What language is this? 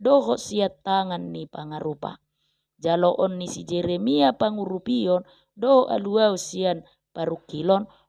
Batak Toba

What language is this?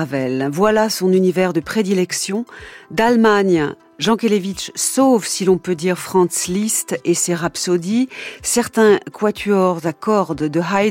French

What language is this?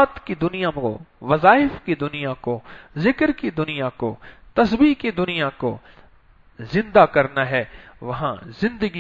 Urdu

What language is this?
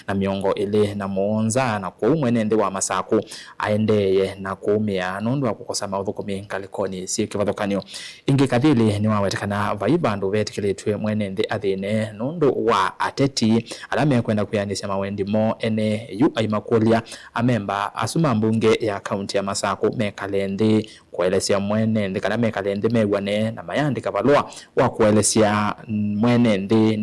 Kamba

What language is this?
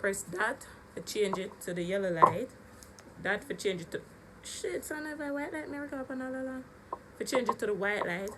Jamaican Creole English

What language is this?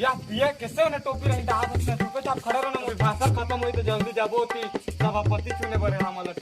Chhattisgarhi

